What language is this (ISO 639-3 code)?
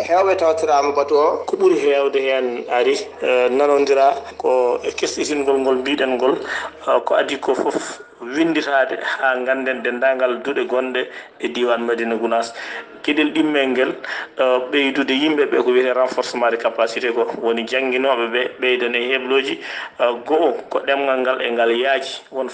ful